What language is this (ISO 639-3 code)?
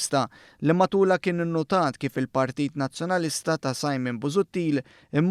mlt